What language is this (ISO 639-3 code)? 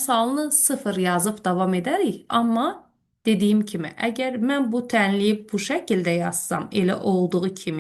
aze